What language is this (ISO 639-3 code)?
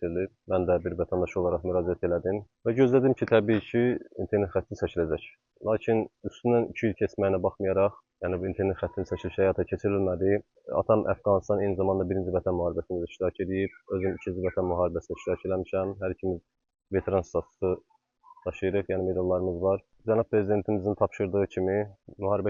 aze